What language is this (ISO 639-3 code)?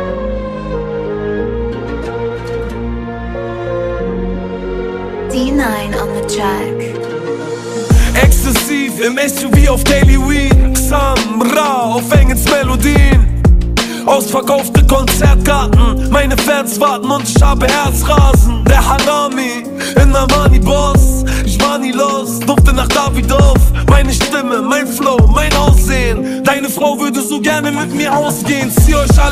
deu